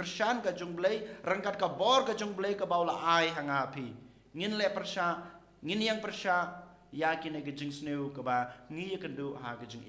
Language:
Khasi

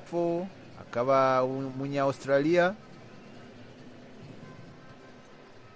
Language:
Kinyarwanda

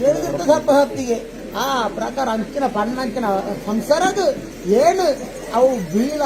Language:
Tulu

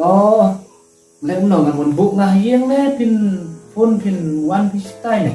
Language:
Khasi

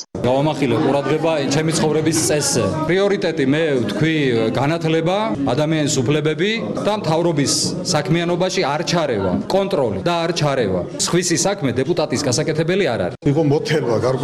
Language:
Georgian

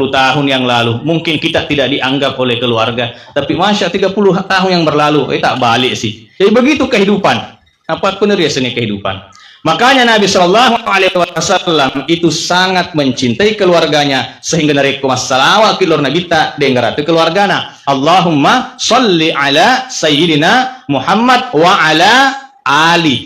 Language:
Buginese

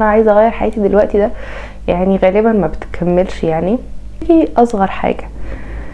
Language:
Egyptian Arabic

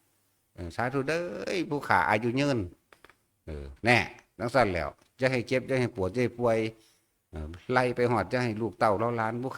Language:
Northeastern Thai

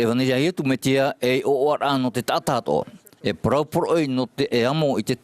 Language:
Tahitian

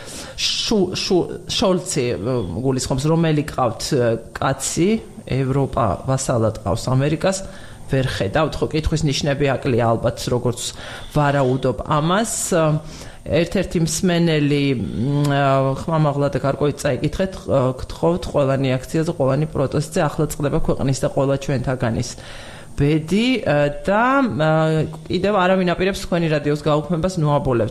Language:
Georgian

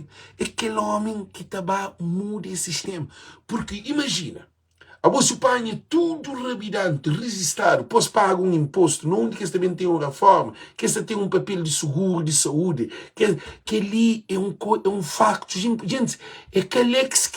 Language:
Kabuverdianu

